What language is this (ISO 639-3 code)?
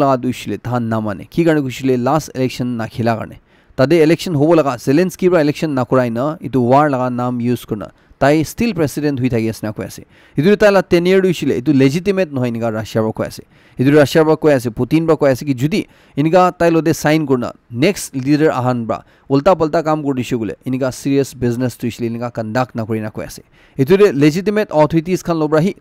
nag